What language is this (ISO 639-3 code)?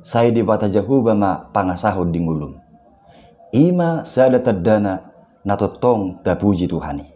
bbc